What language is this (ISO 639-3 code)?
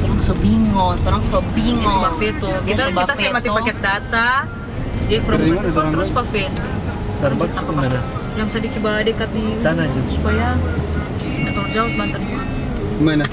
xmm